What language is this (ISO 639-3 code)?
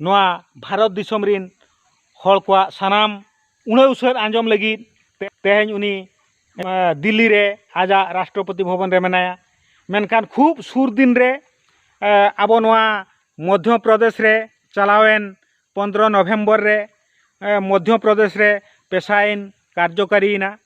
sat